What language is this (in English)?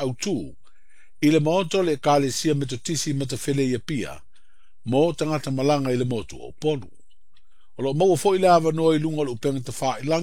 Samoan